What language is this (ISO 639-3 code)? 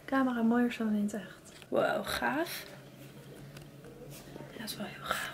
nld